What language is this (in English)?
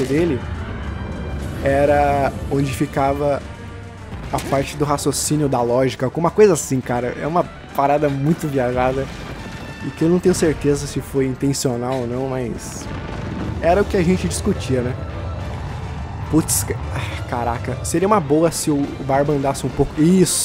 Portuguese